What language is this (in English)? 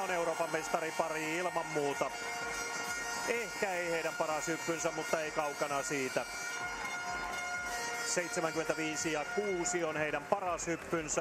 Finnish